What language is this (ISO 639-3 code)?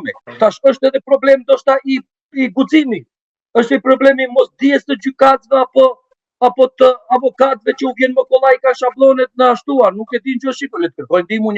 sqi